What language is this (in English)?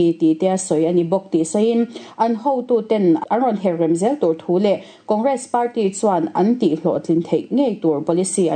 Mizo